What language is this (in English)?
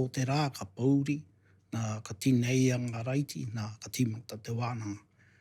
Māori